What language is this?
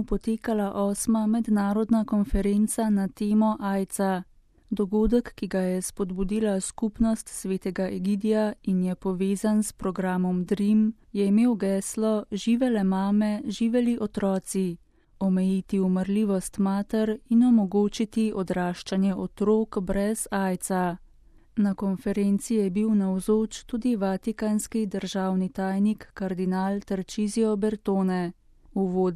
Slovenian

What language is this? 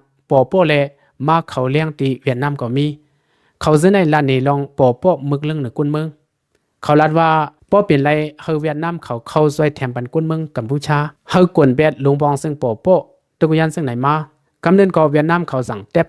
Shan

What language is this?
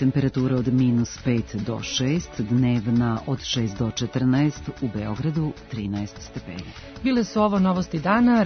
Serbian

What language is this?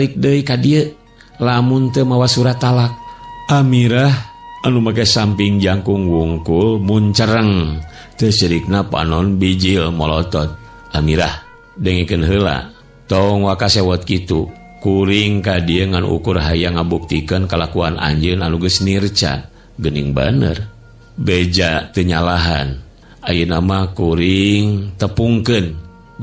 Sundanese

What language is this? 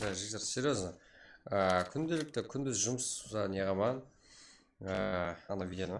Kara-Kalpak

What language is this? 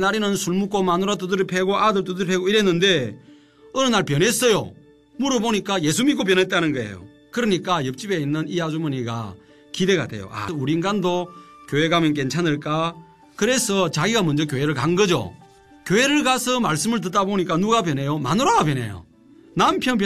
Korean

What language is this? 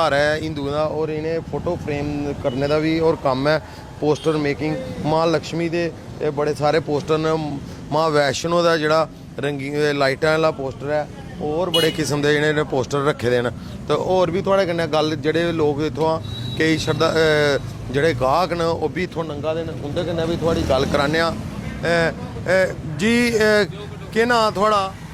Dogri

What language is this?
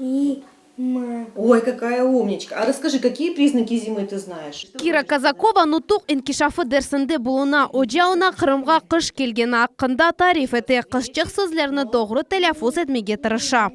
Crimean Tatar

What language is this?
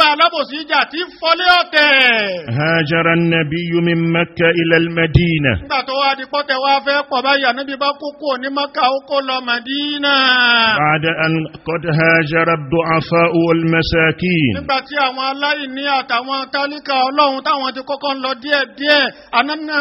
Yoruba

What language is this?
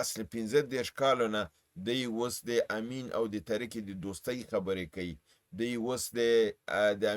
Pashto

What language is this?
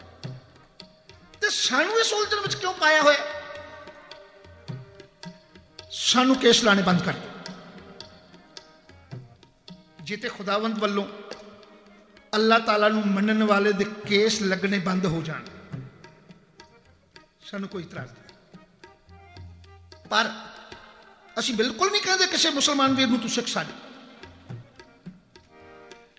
Punjabi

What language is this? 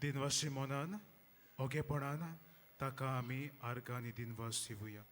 Konkani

